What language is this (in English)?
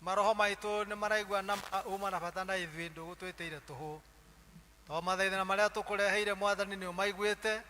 Kikuyu